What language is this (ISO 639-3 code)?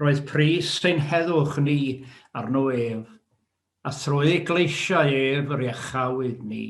cym